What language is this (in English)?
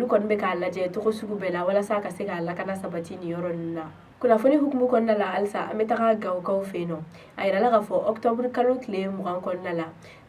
Bambara